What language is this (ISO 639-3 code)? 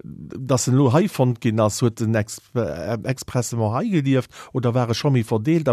ltz